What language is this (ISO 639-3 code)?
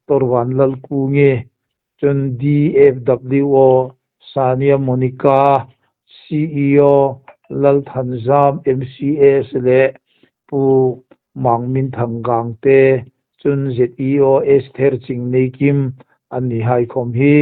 hmr